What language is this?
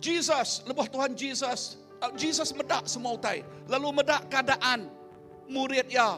Iban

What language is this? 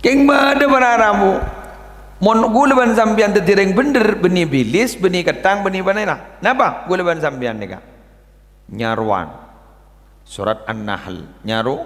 Madurese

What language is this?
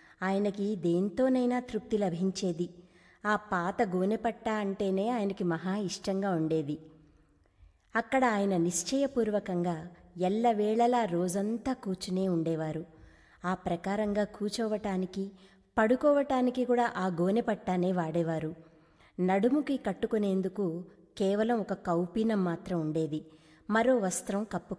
Telugu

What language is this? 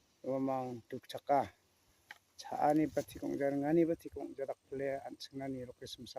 Garo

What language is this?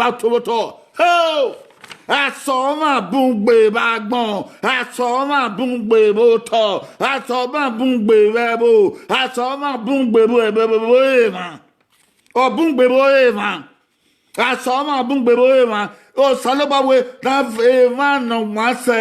Bini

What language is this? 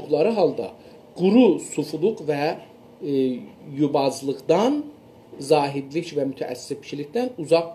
South Azerbaijani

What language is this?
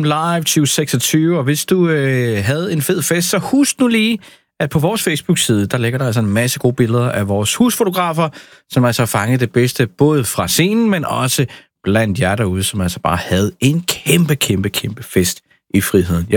Danish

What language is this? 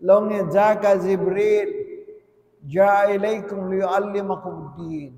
Tausug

